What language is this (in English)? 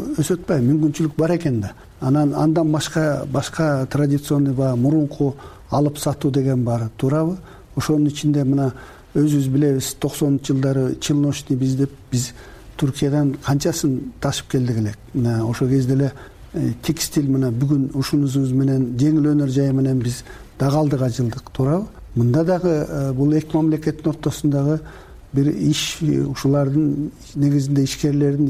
Kyrgyz